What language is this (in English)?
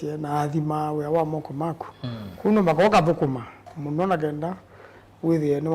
Kamba